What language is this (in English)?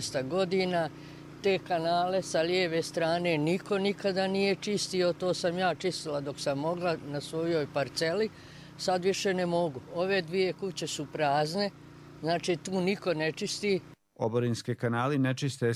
Bosnian